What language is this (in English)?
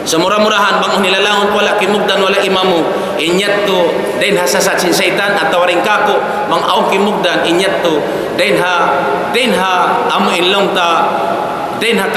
Tausug